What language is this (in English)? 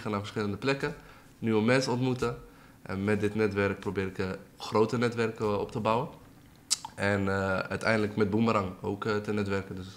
Dutch